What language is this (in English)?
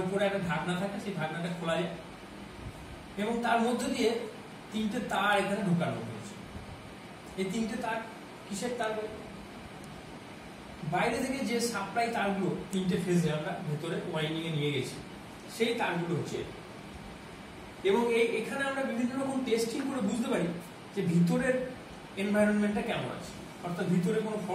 Bangla